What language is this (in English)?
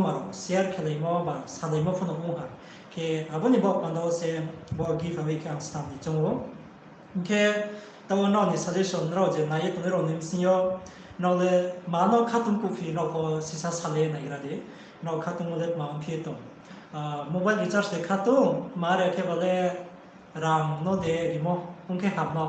Riang (India)